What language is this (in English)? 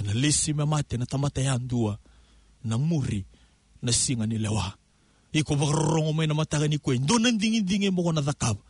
Fijian